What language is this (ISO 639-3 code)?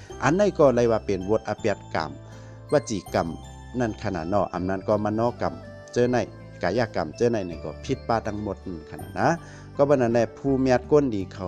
shn